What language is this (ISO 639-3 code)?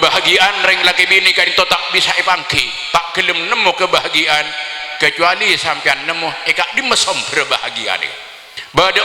mad